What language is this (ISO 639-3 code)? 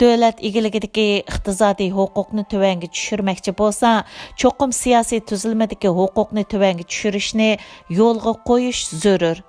uig